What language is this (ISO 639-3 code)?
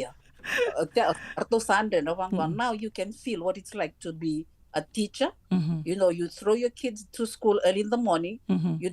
fij